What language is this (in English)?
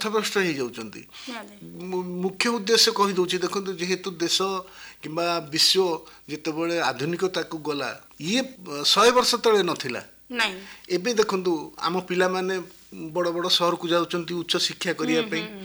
Odia